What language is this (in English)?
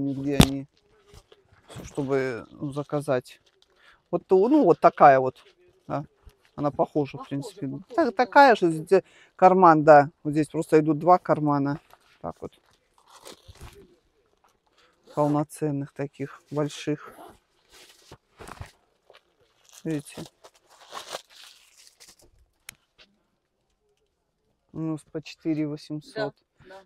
Russian